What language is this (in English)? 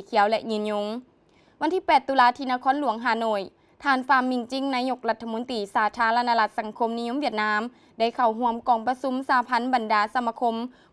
Lao